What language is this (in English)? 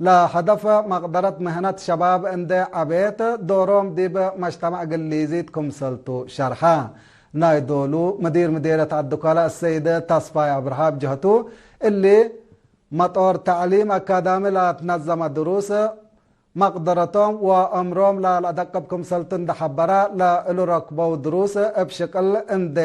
Tigre